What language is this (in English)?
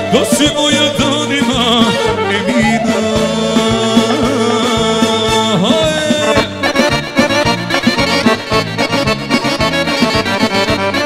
Bosnian